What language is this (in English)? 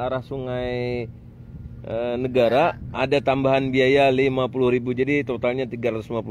Indonesian